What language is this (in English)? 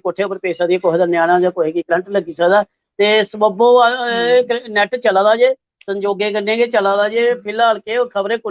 Dogri